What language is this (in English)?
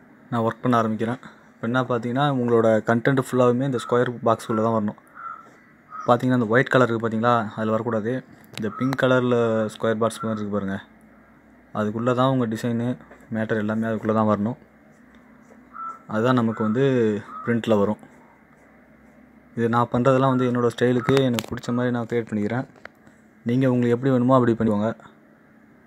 Tamil